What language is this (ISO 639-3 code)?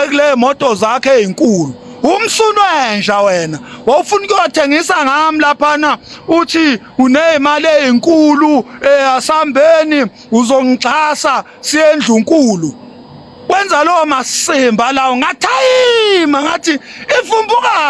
zul